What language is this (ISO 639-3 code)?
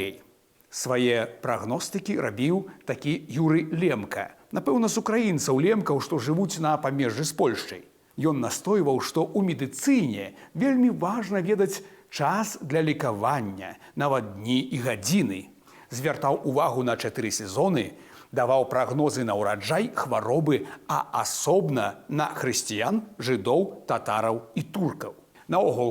bel